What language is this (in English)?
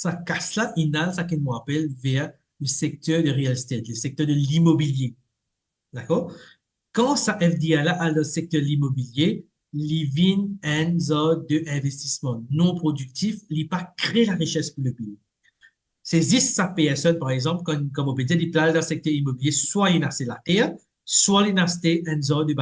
Morisyen